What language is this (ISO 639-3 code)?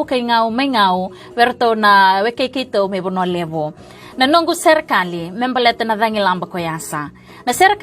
fij